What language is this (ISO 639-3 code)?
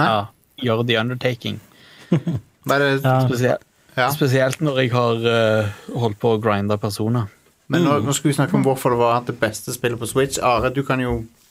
nor